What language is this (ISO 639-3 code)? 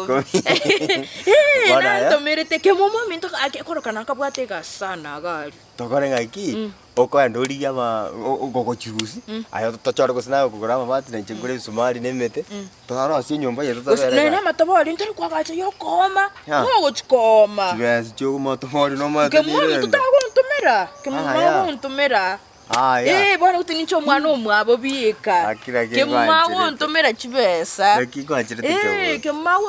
guz